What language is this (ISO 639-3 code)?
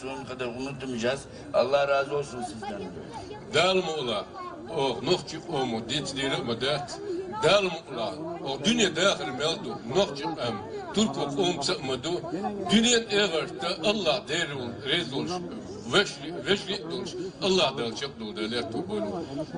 che